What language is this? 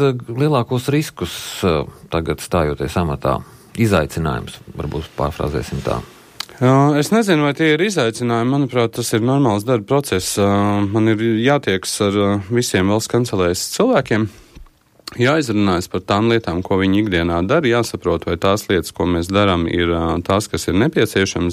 Latvian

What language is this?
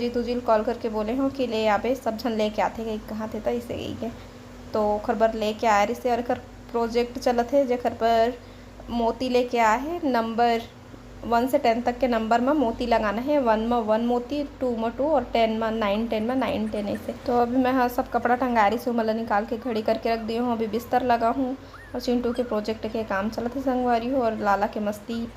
Chhattisgarhi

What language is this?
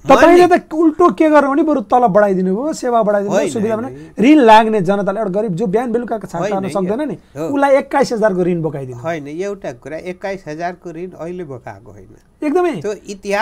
Nepali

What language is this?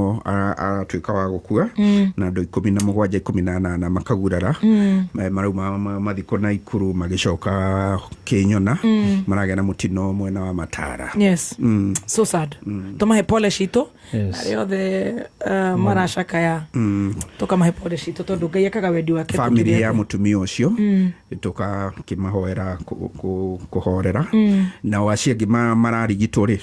Kikuyu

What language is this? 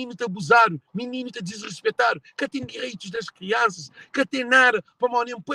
Kabuverdianu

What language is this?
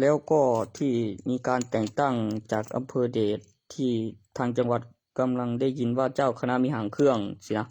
Northeastern Thai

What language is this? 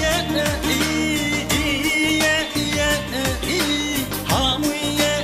Kara-Kalpak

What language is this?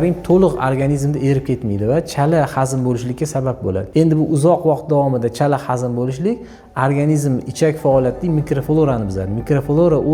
Uzbek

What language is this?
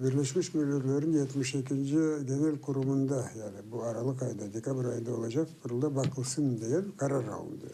Crimean Tatar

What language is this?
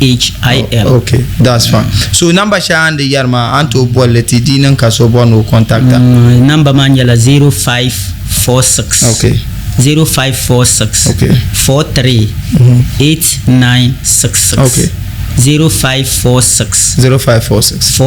Dagbani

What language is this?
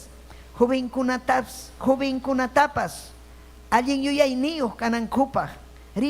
Ayacucho Quechua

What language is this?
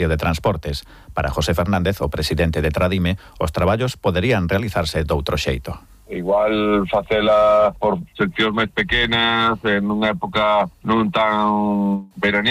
Galician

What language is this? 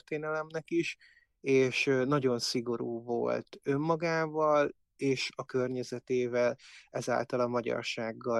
Hungarian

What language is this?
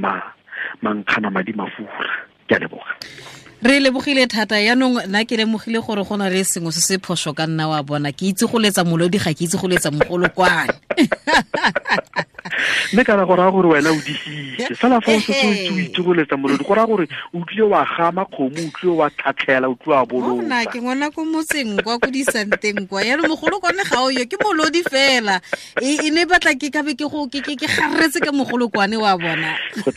Tswana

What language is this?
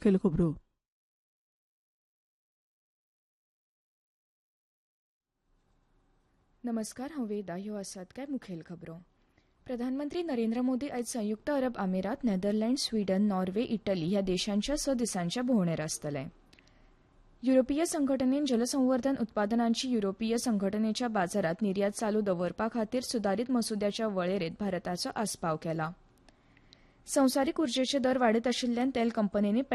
Konkani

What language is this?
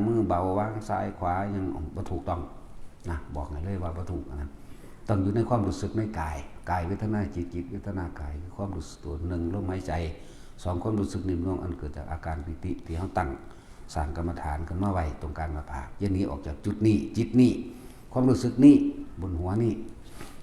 Northeastern Thai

